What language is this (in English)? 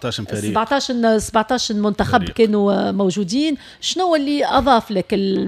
Tunisian Arabic